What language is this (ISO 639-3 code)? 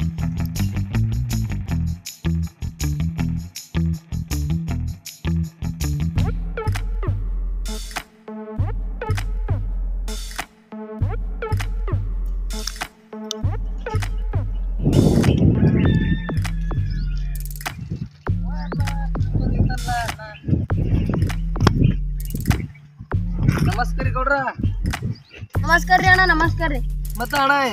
kan